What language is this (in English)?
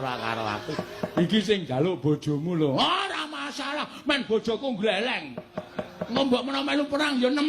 Javanese